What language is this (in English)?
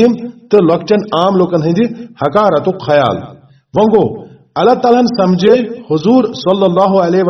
Kashmiri